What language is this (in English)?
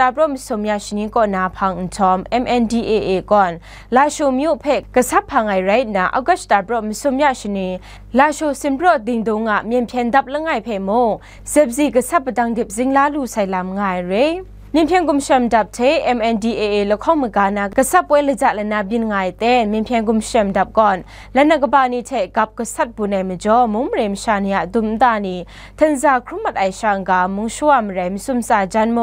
Kachin